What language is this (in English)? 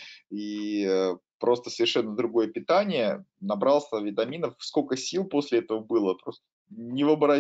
Russian